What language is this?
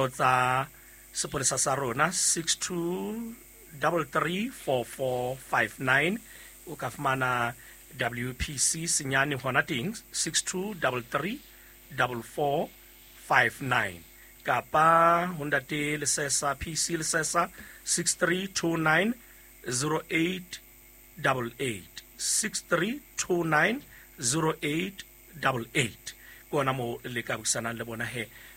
Southern Sotho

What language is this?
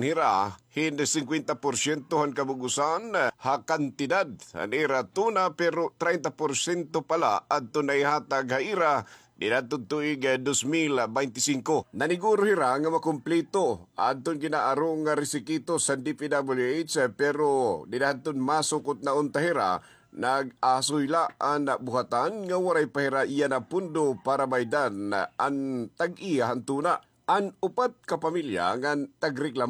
Waray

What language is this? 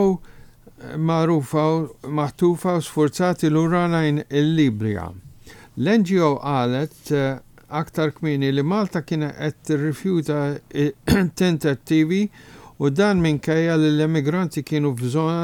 Maltese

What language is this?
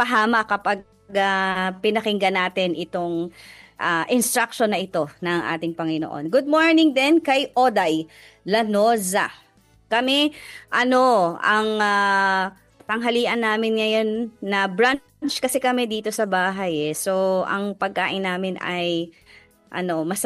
Filipino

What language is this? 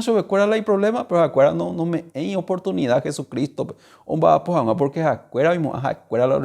Guarani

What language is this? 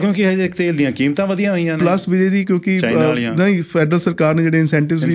Punjabi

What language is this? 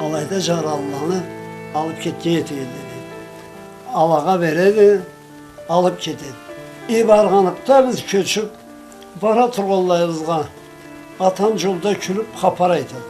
Karachay-Balkar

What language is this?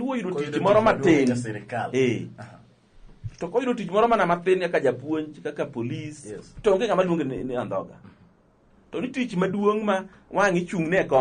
Luo (Kenya and Tanzania)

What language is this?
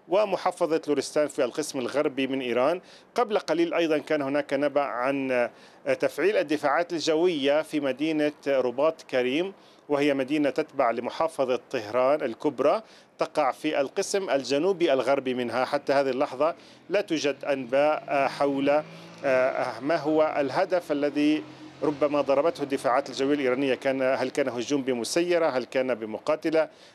Arabic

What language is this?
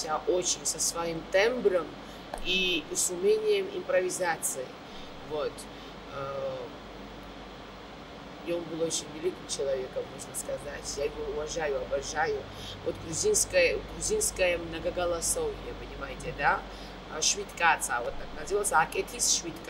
Russian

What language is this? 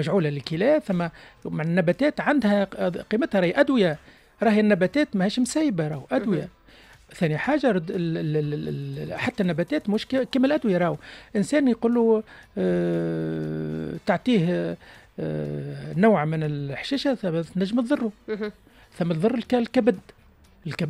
Tunisian Arabic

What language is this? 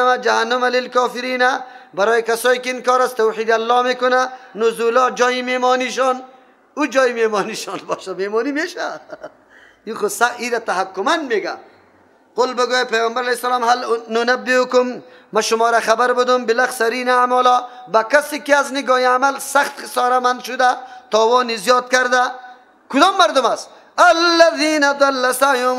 Persian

